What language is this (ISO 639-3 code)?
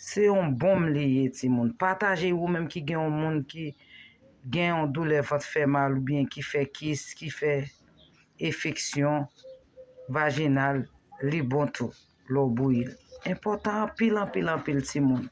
hat